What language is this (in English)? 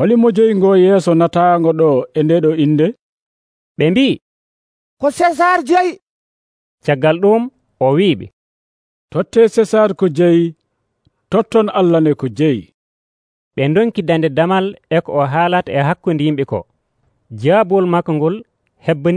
Nigerian Fulfulde